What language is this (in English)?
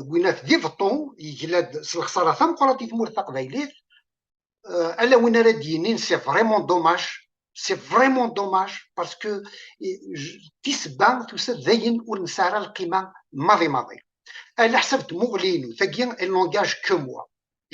Kabyle